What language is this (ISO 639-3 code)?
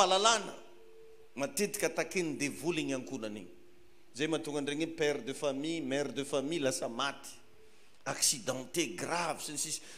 mlg